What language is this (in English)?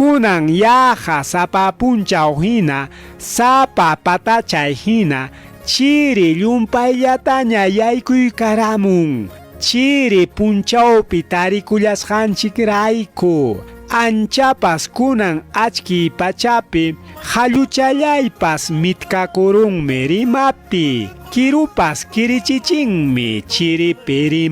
Ayacucho Quechua